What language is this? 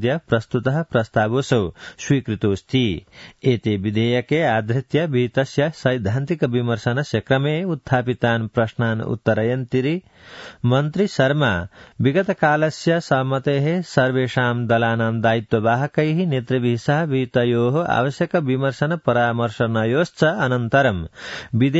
Sanskrit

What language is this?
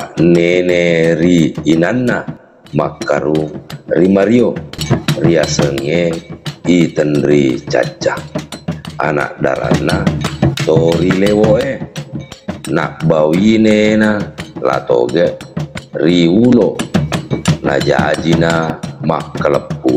Buginese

